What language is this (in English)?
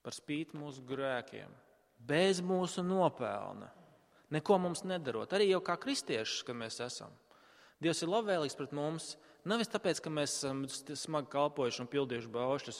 Latvian